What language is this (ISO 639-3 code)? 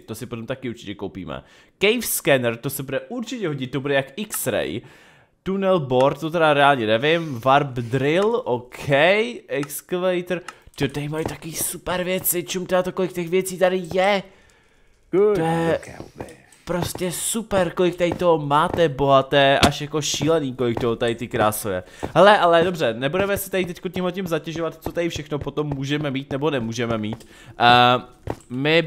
ces